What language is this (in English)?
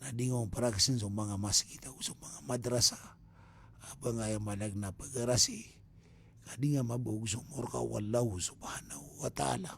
Maranao